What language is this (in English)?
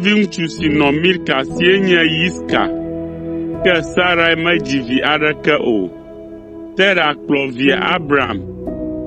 Ewe